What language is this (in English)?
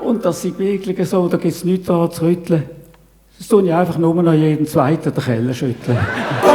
Swiss German